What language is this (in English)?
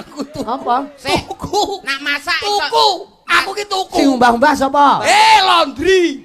Javanese